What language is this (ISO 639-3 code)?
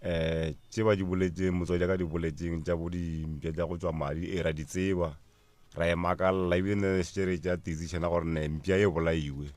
nso